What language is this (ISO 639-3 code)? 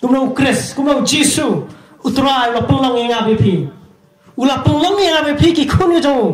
kha